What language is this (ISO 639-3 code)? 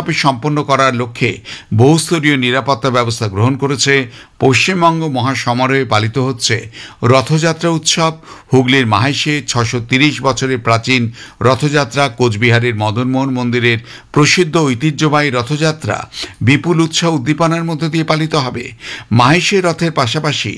ben